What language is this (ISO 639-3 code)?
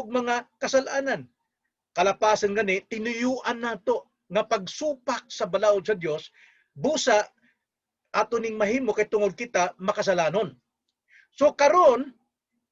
ceb